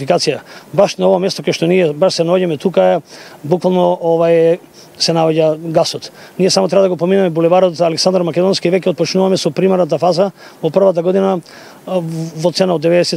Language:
Macedonian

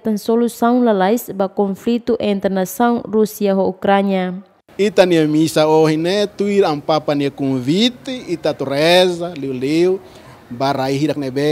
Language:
Tetum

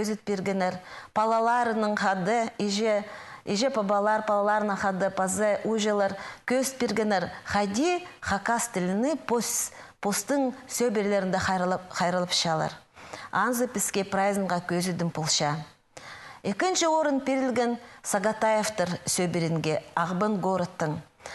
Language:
Khakas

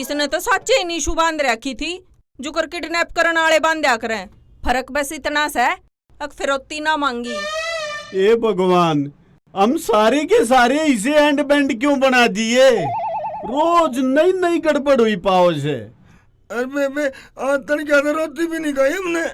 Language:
Haryanvi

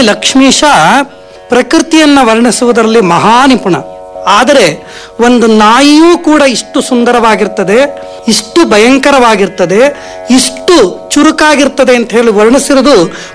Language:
Kannada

